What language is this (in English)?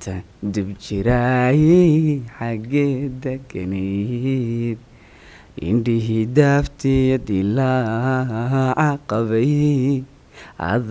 Somali